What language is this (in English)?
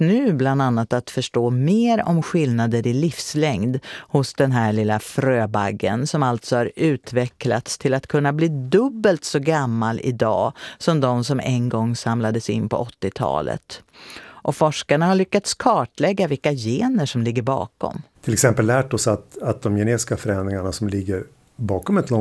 Swedish